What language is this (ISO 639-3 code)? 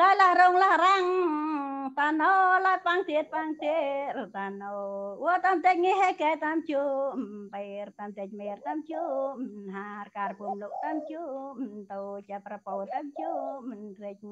cmo